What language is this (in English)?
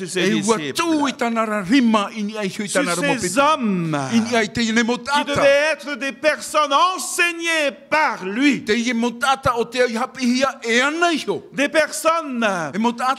Tahitian